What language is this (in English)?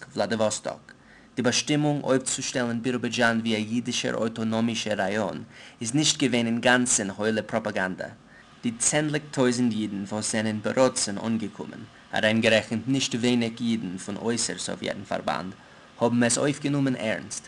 Yiddish